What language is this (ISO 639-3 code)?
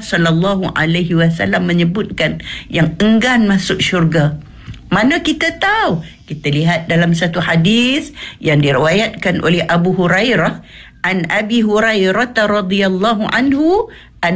msa